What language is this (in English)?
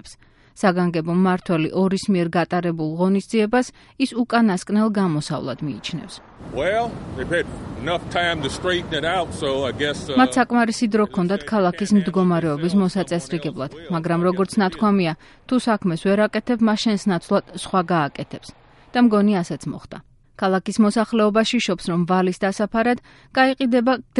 Georgian